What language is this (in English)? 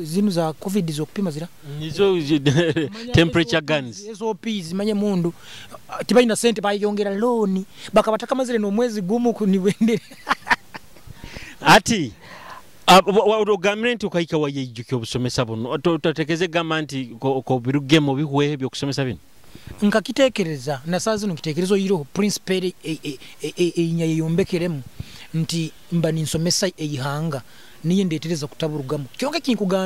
Nyoro